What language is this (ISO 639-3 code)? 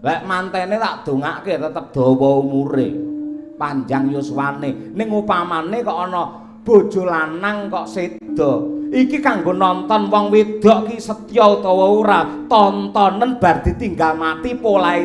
jav